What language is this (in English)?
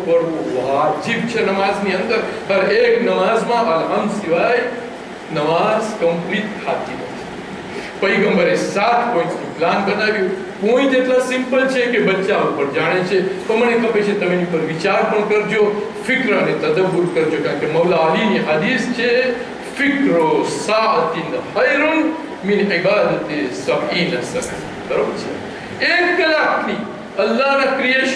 Gujarati